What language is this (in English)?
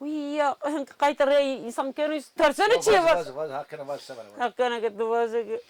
Zaza